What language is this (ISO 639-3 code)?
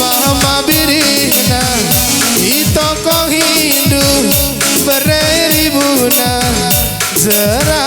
btx